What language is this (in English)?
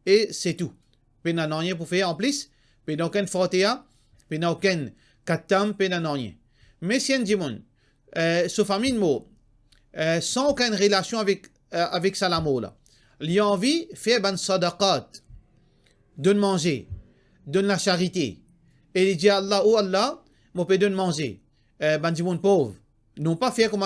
Morisyen